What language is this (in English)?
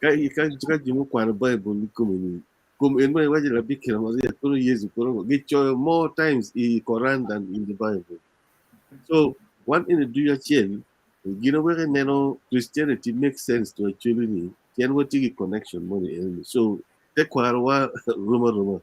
Acoli